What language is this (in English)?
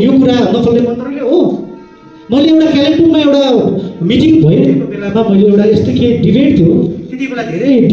Nepali